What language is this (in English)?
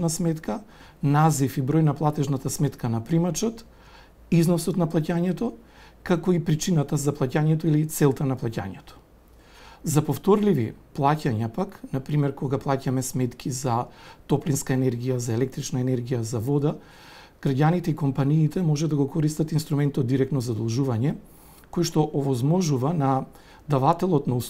Macedonian